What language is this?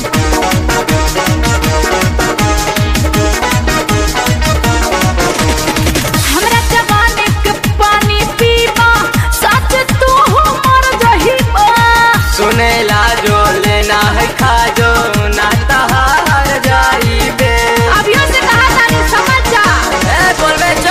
Bhojpuri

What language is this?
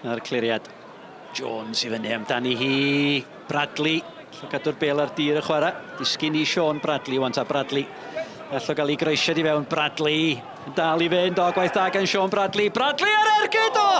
Welsh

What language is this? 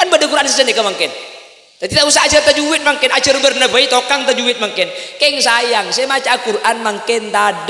Madurese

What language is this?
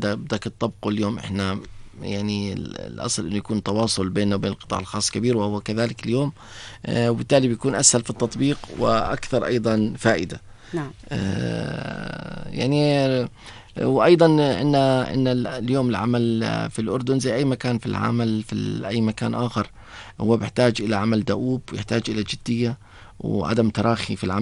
North Levantine Arabic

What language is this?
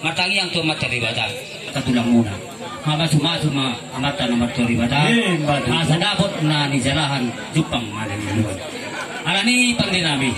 Batak Toba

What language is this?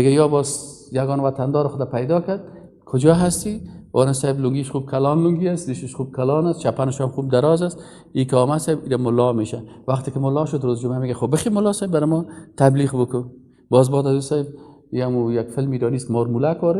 Persian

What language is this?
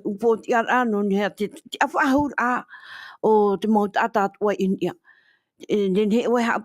Tahitian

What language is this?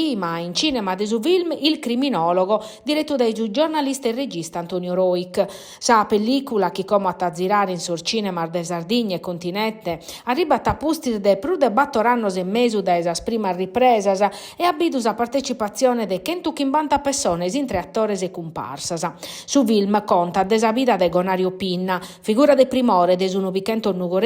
Sardinian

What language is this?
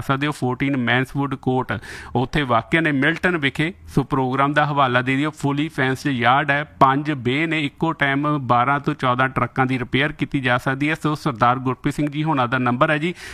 Punjabi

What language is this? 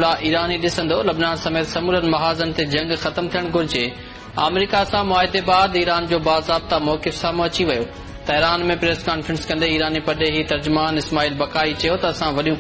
Sindhi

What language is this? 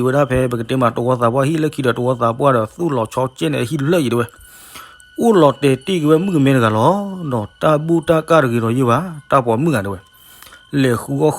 S'gaw Karen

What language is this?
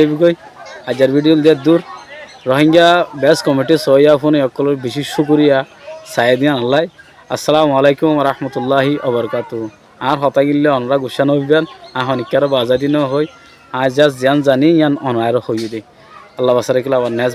Rohingya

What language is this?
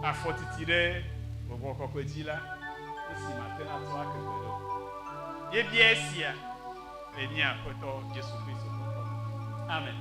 Ewe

